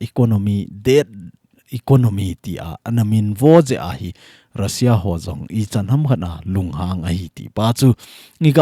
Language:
Thado Chin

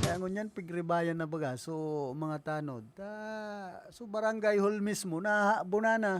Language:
Bikol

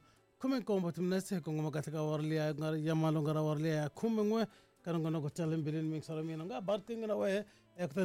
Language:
Tsonga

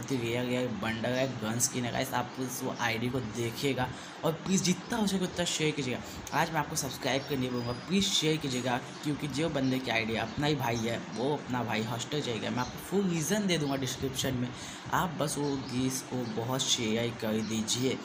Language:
Hindi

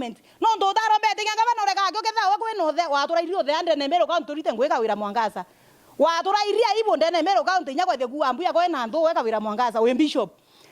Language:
Meru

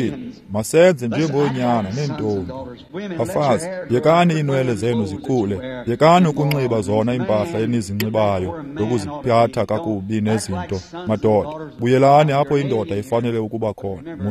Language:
Xhosa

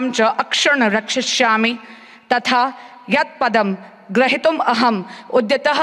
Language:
Sanskrit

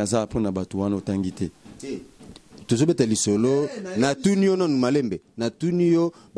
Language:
Lingala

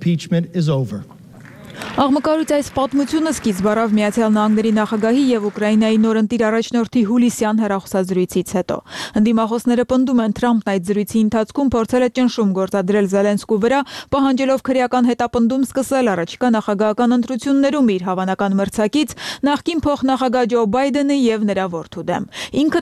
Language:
Armenian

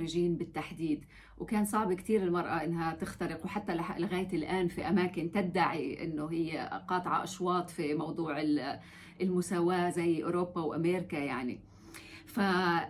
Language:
North Levantine Arabic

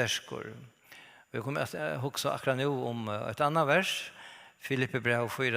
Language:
Faroese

